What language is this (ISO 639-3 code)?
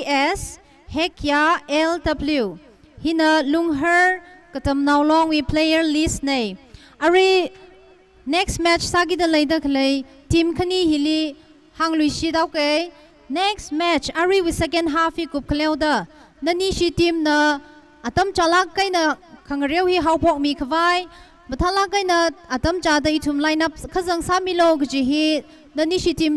nmf